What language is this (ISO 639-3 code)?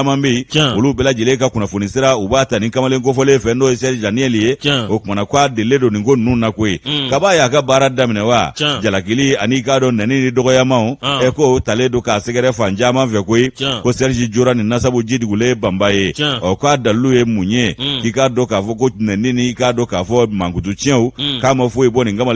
bam